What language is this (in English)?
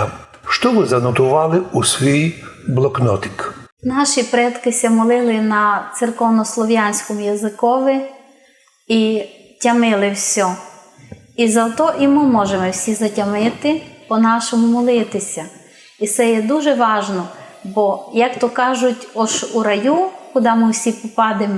Rusyn